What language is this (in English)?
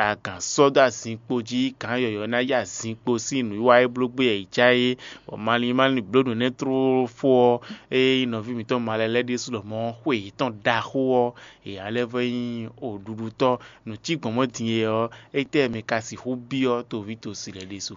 Fon